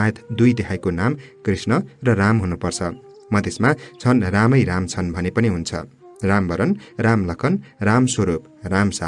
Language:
Nepali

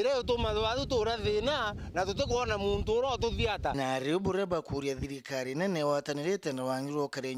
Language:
Meru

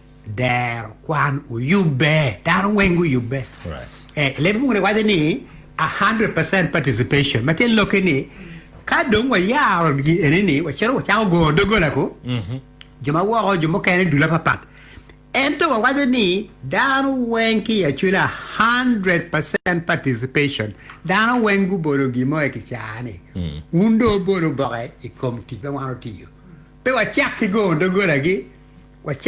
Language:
Acoli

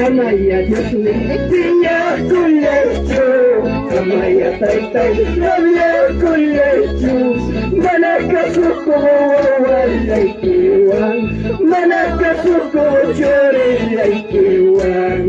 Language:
Ayacucho Quechua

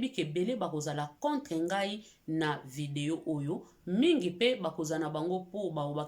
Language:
Lingala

